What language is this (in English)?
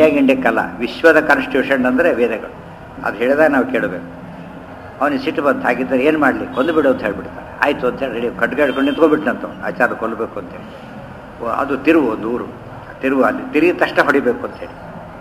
Kannada